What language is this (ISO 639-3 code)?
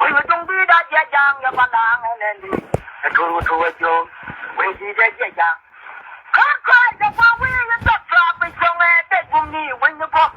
nus